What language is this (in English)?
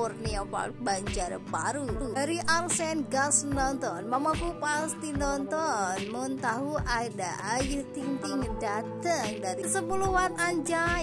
Indonesian